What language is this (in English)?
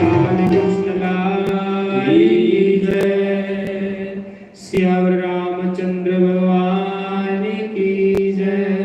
Dogri